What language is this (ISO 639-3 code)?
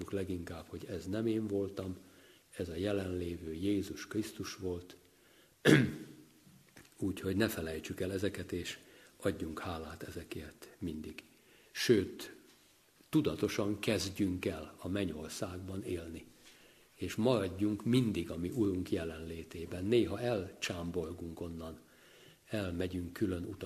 hun